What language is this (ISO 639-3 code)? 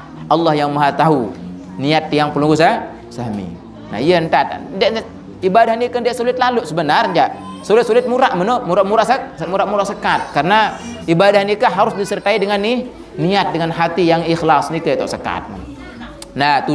sas